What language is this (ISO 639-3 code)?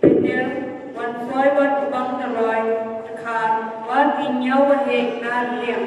kha